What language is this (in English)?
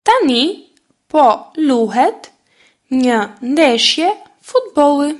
Albanian